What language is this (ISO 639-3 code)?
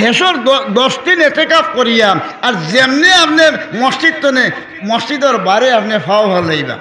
syl